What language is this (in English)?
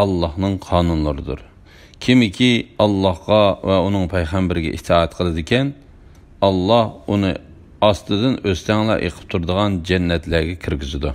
Uyghur